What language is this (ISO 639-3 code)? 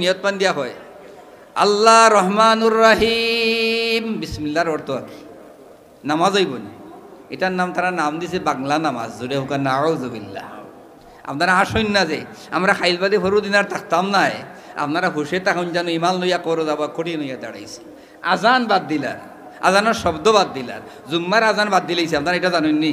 syl